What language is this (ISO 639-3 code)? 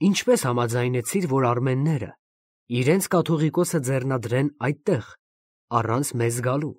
hye